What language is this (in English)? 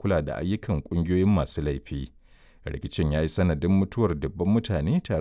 Hausa